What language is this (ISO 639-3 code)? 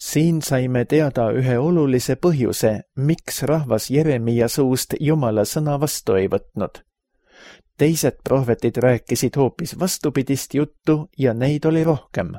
est